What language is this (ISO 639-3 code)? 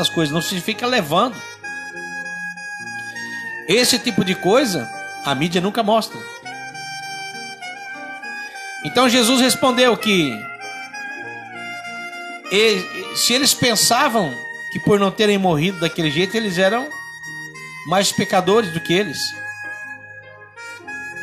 por